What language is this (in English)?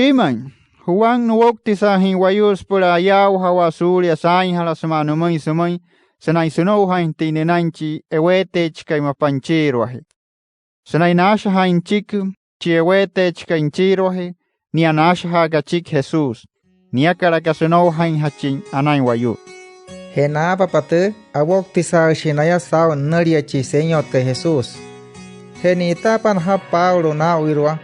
Wayuu